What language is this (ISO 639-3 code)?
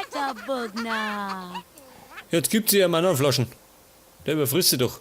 bar